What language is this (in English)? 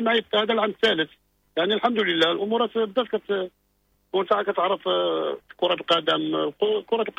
Moroccan Arabic